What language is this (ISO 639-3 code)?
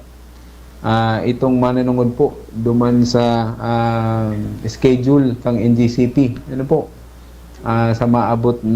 bik